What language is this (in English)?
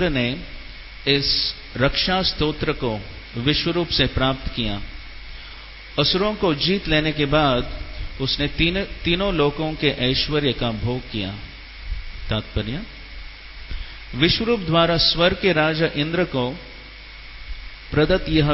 Hindi